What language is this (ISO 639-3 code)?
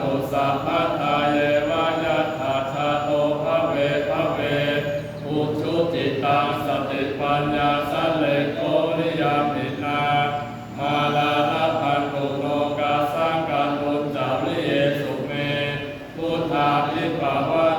pli